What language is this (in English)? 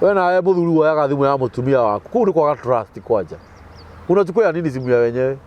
Kikuyu